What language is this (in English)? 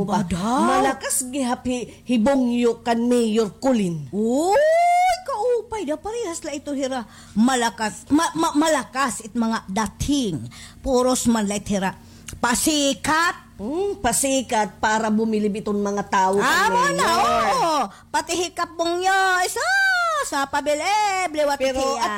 Waray